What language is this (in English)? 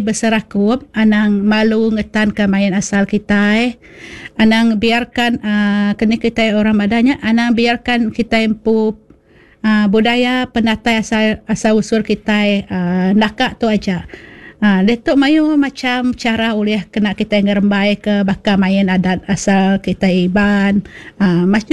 Iban